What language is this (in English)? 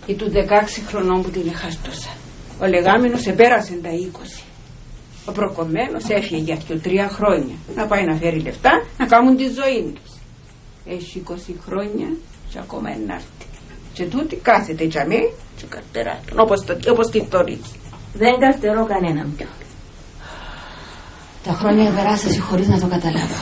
Greek